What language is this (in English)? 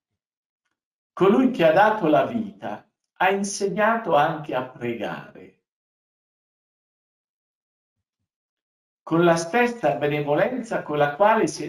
Italian